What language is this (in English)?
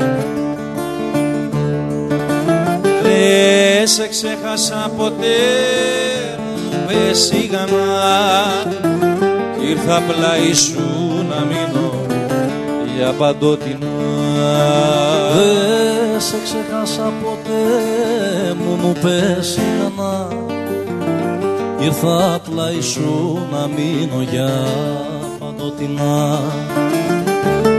Greek